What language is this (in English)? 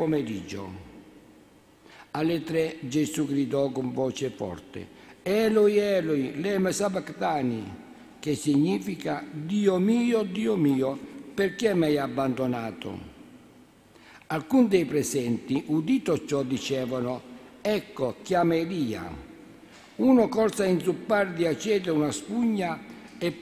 Italian